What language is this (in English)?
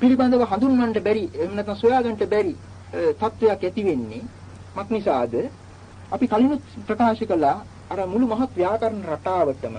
Sinhala